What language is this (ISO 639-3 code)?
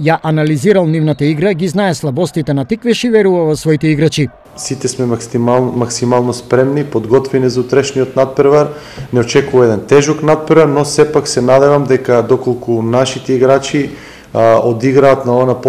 mkd